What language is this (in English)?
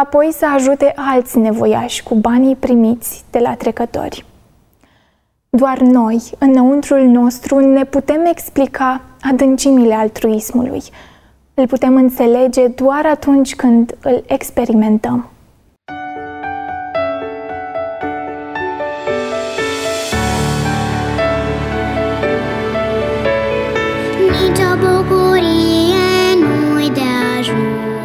Romanian